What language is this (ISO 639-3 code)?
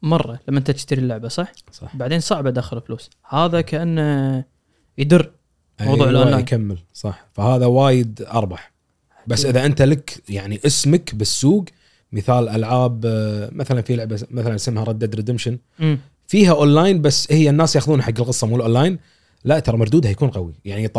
afb